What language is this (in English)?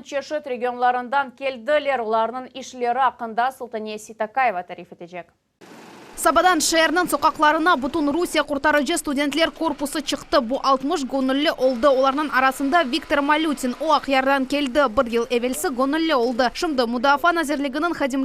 Crimean Tatar